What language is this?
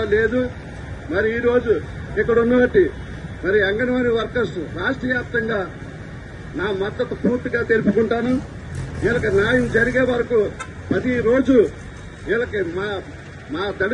Telugu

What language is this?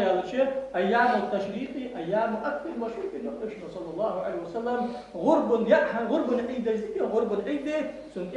Ingush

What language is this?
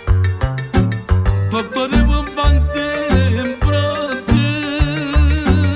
Romanian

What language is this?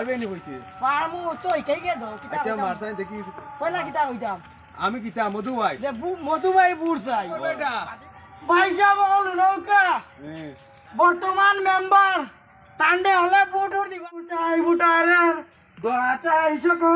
Sylheti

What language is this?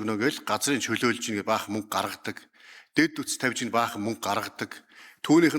Mongolian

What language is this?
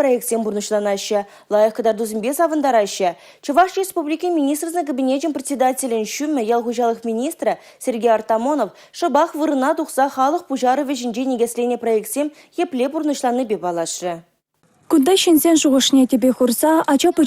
Chuvash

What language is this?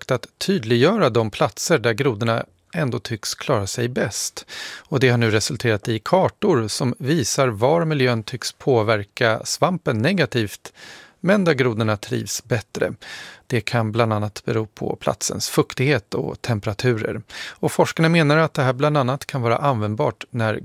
Swedish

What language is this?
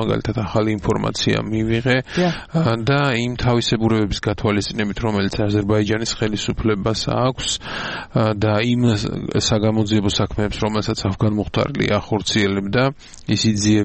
Georgian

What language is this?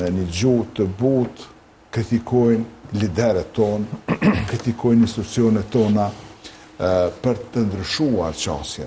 Albanian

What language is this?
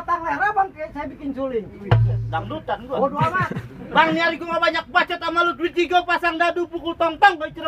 Betawi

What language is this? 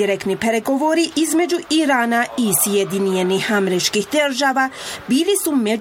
Bosnian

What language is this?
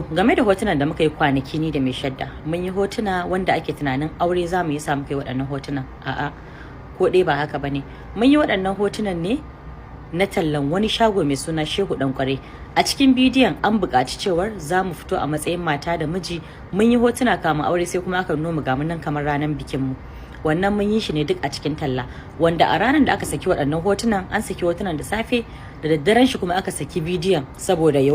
Hausa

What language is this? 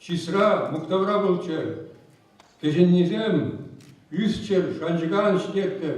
Chuvash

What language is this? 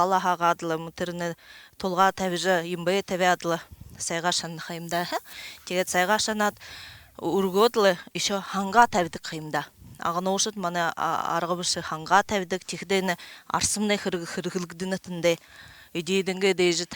Buriat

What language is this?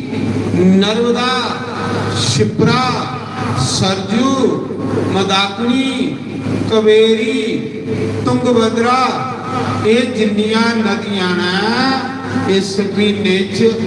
Dogri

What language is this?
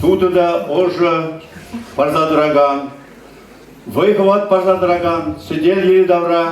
Chuvash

